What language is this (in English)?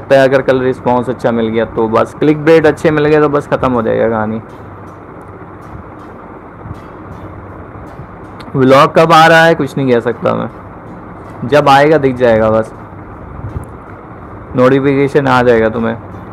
Hindi